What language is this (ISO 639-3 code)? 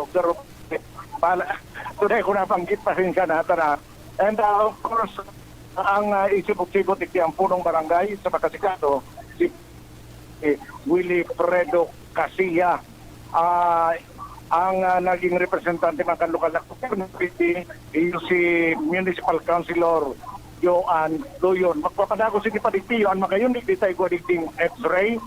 bik